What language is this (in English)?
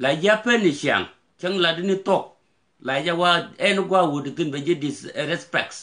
Nuer